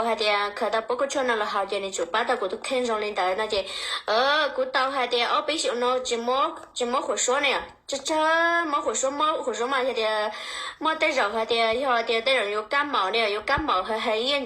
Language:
Hmong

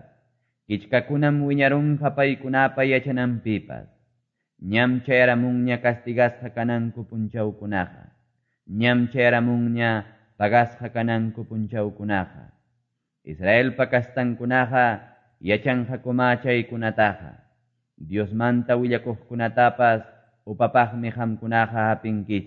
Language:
Quechua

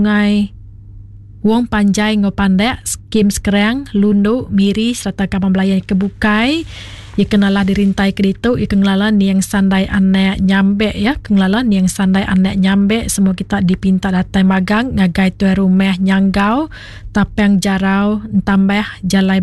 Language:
Iban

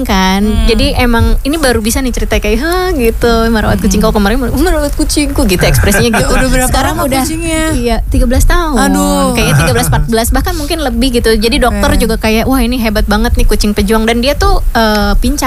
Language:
Indonesian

